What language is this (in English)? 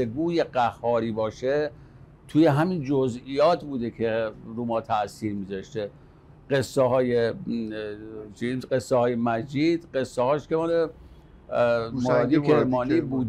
Persian